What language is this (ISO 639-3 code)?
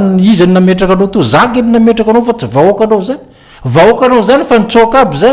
mlg